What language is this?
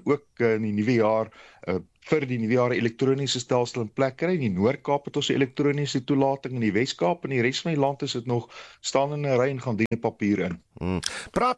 Afrikaans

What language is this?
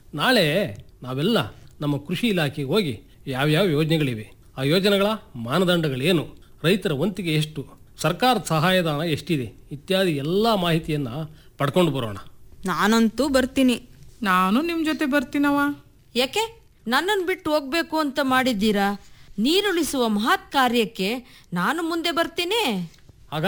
Kannada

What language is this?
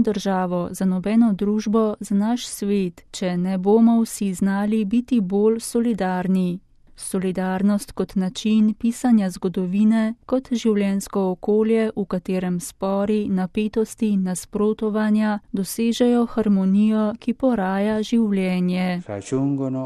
Slovenian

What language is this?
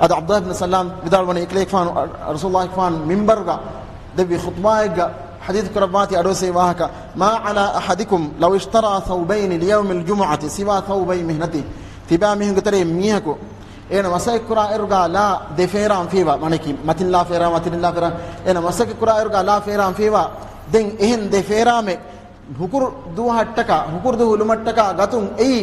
Divehi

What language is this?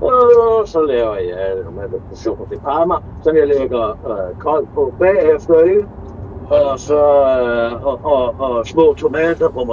Danish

